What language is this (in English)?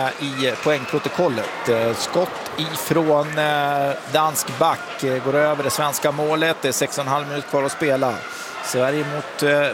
Swedish